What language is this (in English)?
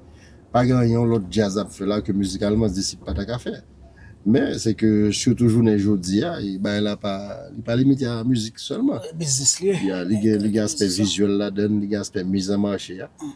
Haitian Creole